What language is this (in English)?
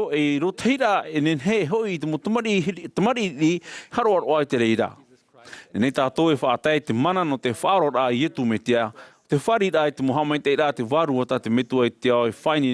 Tahitian